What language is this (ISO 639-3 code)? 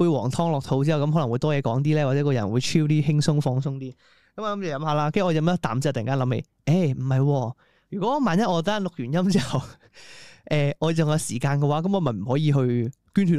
yue